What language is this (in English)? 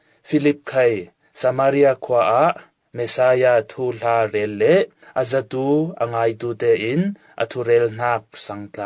Falam Chin